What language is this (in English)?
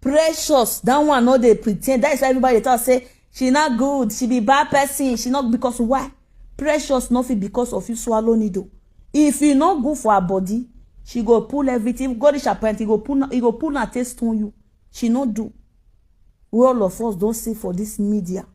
Nigerian Pidgin